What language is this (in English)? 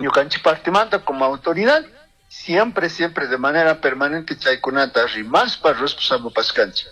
Chimborazo Highland Quichua